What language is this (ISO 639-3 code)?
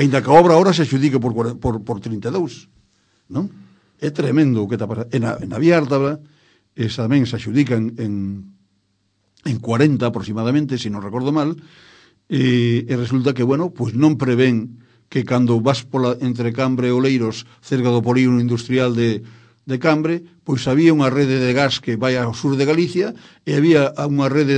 glg